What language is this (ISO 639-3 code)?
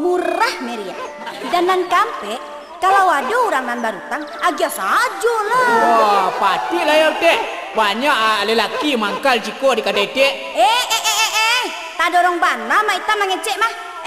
min